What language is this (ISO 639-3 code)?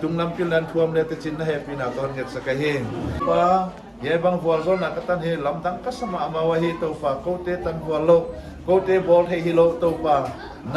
pck